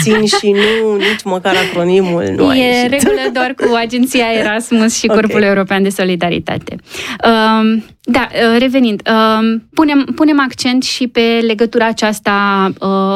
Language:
Romanian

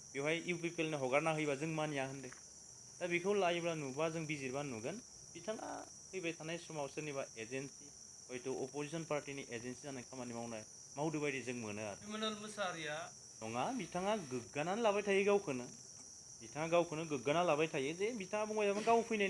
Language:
Bodo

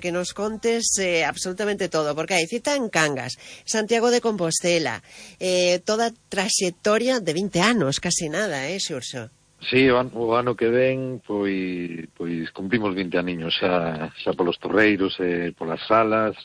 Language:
Galician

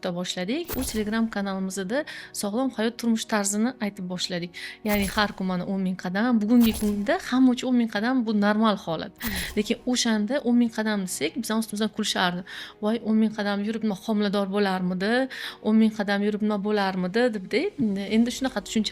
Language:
Uzbek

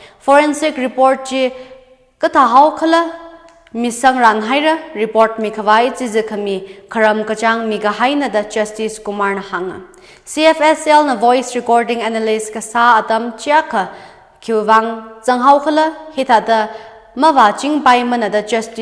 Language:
Tangkhul Naga (India)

